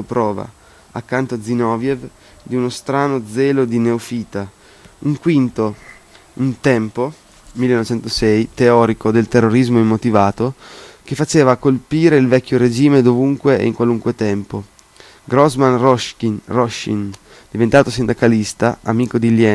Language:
Italian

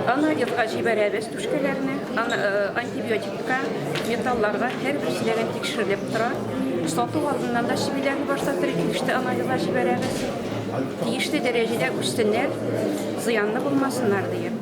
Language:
Tatar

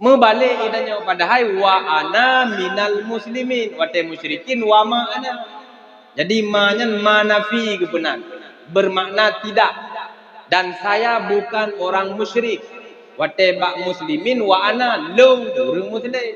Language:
Achinese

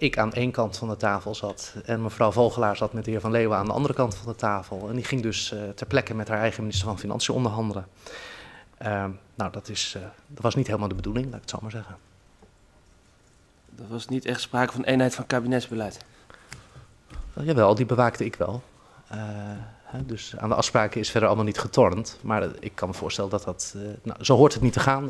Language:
Dutch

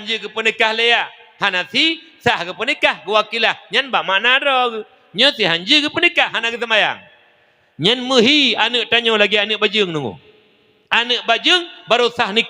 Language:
Achinese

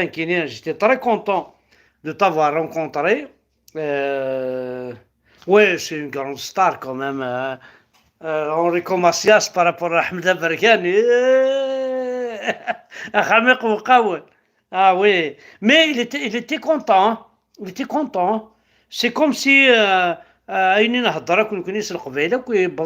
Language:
Kabyle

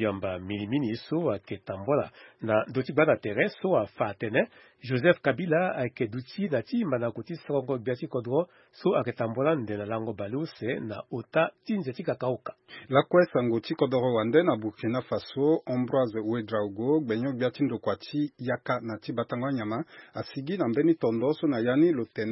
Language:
Sango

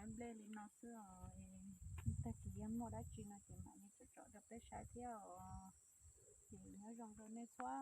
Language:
Hmong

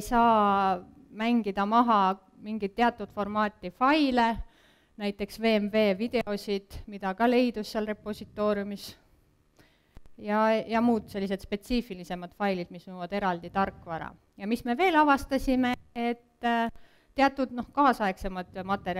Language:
Estonian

